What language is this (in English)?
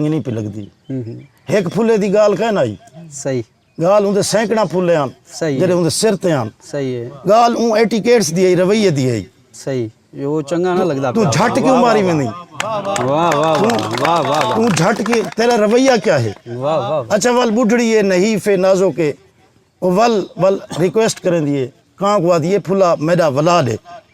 Saraiki